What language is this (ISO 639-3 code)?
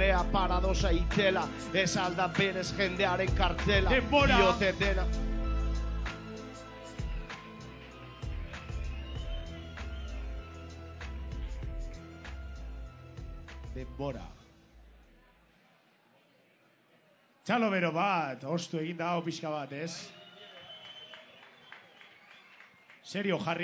eus